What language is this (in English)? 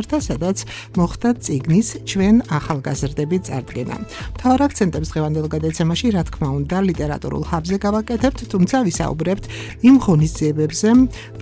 Georgian